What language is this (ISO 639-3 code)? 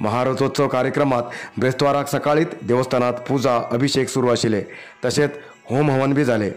kok